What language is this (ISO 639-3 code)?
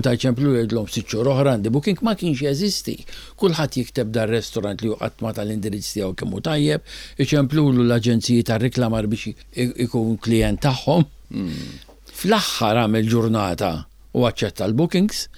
mlt